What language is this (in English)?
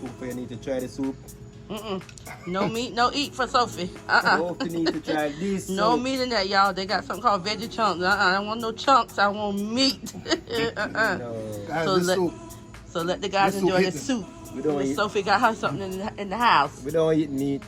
Jamaican Creole English